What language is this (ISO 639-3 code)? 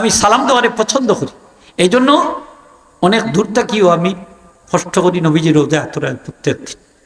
syl